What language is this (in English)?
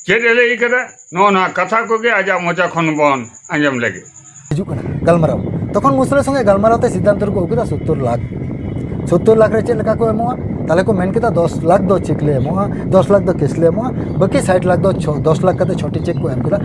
Santali